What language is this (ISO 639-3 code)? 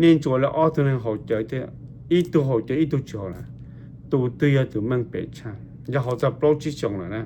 hmn